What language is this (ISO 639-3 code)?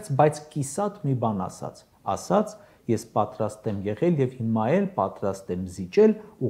hye